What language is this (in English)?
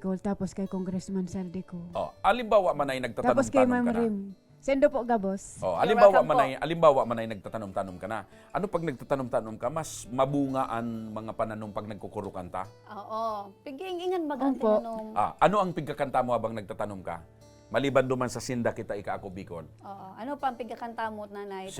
Bikol